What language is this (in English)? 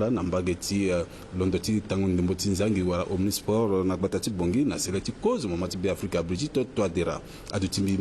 Sango